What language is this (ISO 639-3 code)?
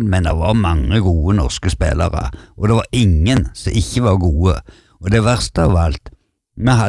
nor